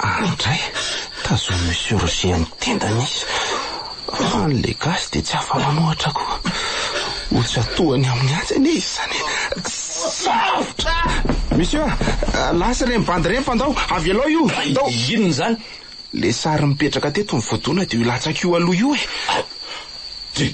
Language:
Malagasy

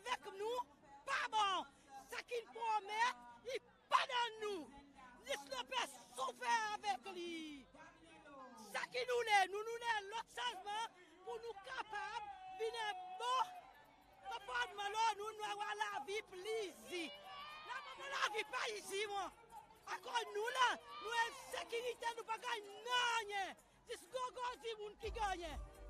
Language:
Seselwa Creole French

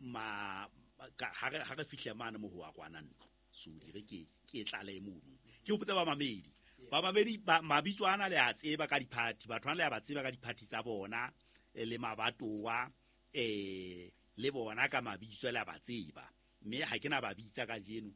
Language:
Southern Sotho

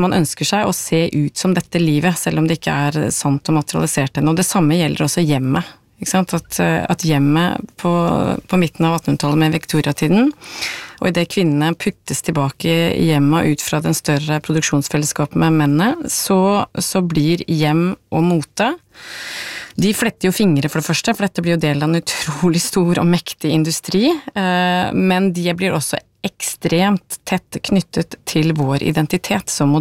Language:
Norwegian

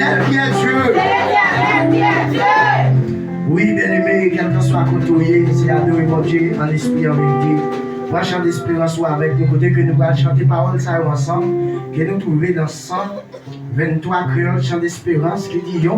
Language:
Haitian Creole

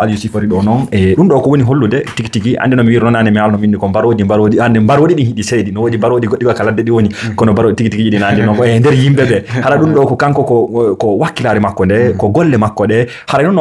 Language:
Fula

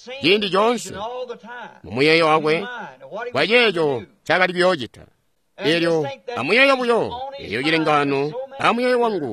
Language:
Tonga (Zambia)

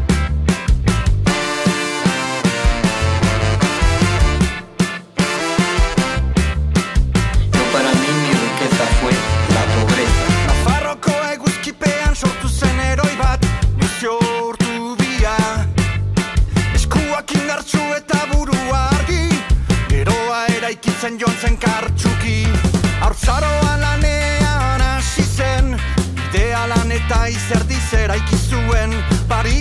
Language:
Basque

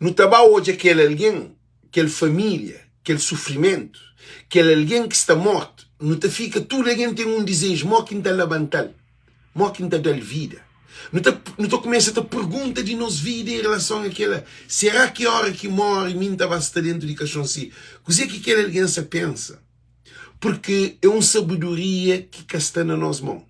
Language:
Kabuverdianu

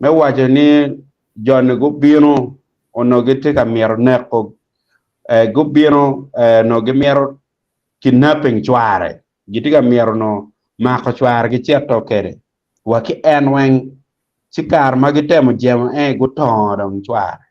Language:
Acoli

